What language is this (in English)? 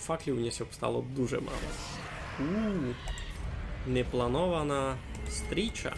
Rusyn